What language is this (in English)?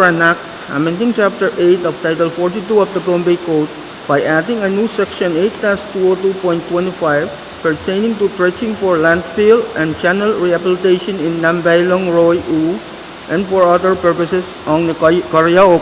Pohnpeian